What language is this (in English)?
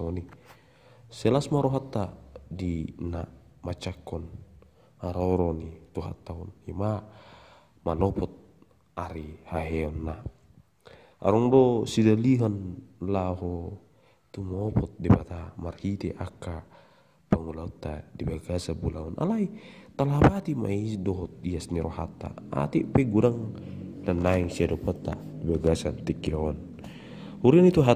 Batak Toba